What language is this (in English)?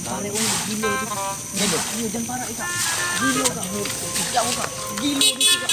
Musi